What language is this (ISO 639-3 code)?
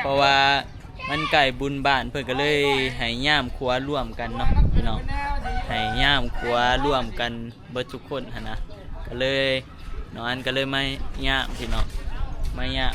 tts